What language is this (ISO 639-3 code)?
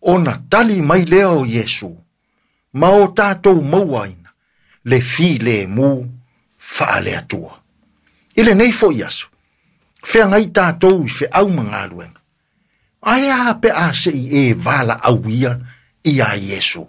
smo